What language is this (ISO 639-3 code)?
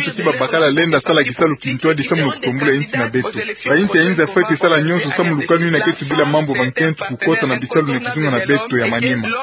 ktu